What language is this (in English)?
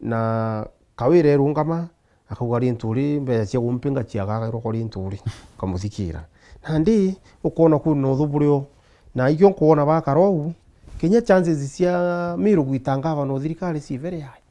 Meru